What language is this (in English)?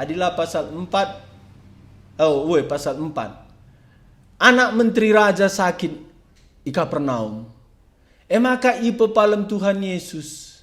Batak Karo